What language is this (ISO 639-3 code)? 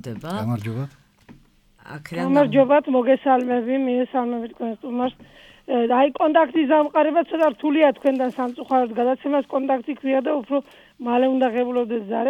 kat